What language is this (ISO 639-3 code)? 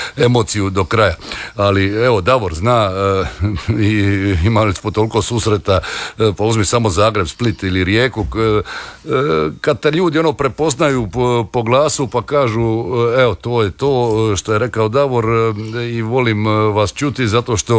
hrv